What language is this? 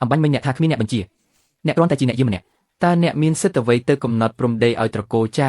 Khmer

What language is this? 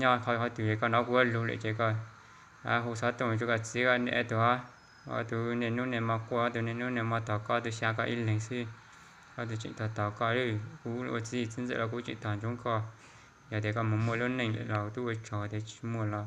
Hmong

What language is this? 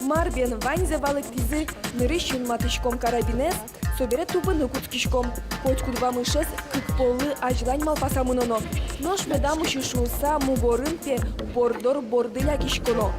Udmurt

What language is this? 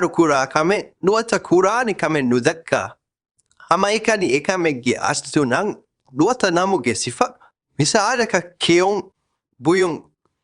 Divehi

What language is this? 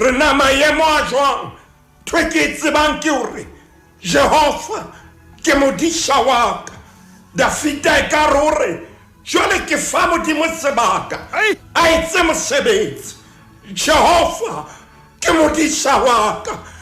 Southern Sotho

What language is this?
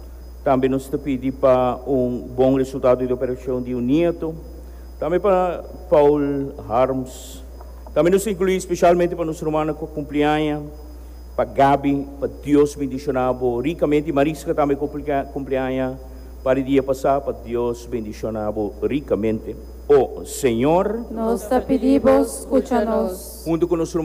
Papiamento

